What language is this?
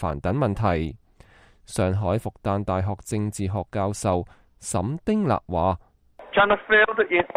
Cantonese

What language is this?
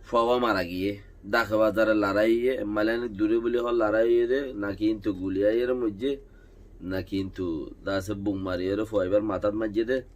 Rohingya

